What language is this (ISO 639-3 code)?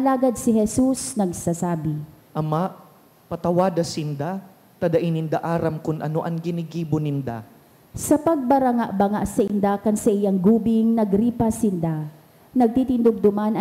bik